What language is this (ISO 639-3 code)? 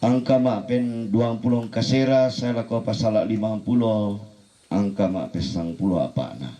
sda